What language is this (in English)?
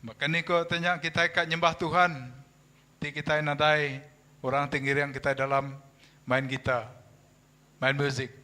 Iban